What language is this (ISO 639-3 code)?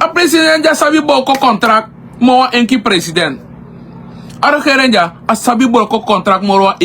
srn